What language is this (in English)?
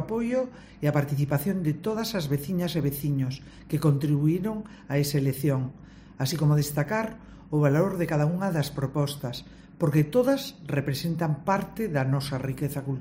Galician